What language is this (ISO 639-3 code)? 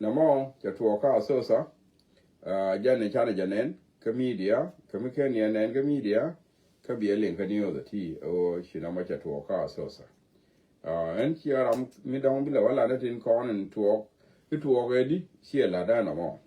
nus